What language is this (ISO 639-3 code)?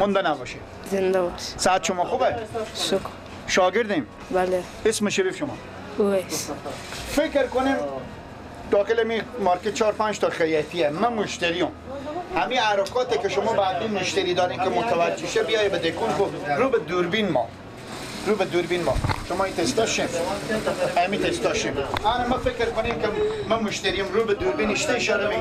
fas